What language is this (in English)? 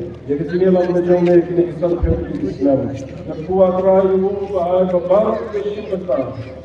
Khasi